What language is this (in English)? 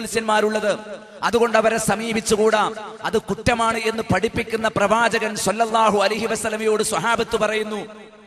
Malayalam